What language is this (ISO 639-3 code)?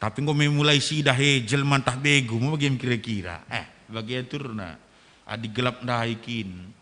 btx